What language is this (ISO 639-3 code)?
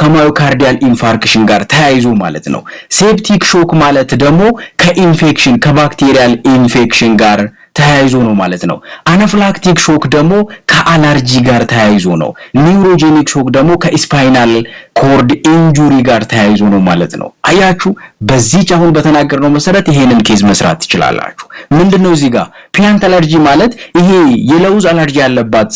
amh